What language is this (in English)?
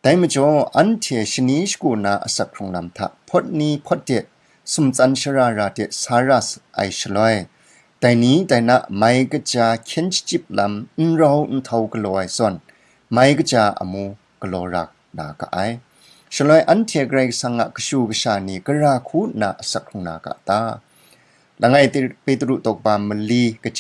Kachin